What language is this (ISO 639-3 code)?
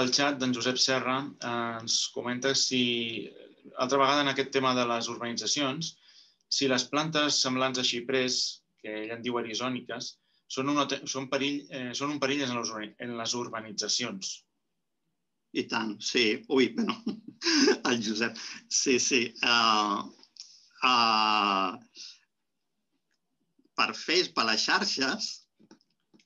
cat